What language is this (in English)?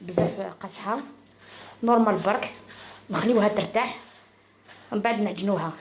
Algerian Arabic